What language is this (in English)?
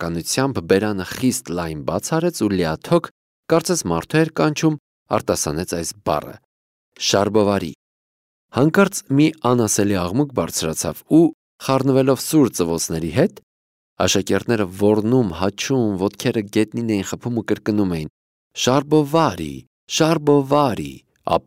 Armenian